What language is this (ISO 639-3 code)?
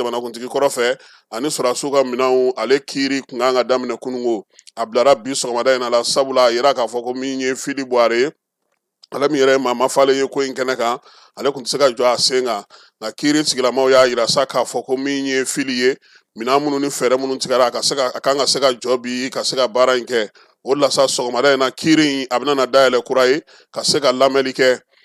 bam